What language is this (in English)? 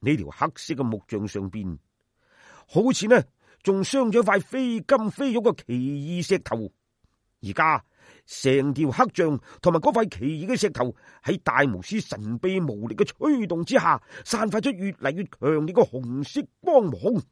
Cantonese